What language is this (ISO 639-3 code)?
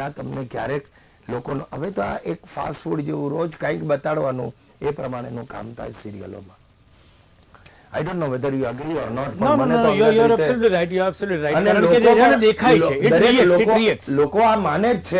guj